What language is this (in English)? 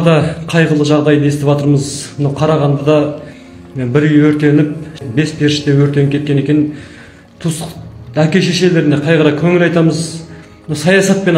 Kazakh